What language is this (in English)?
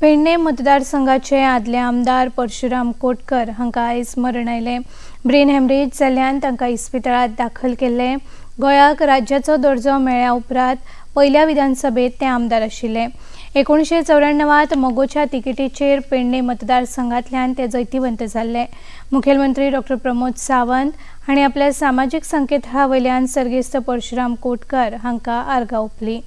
Konkani